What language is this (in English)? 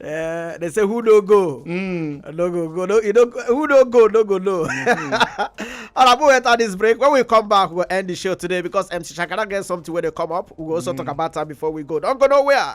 Nigerian Pidgin